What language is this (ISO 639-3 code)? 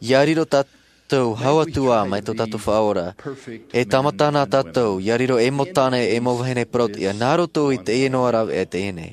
tah